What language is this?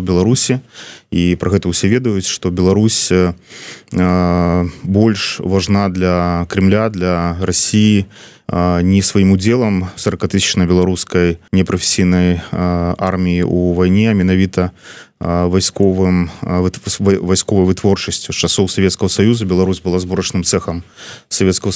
Belarusian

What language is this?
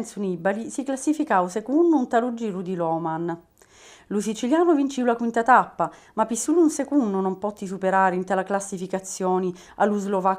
Sicilian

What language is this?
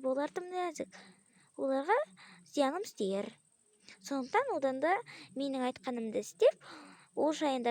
Kazakh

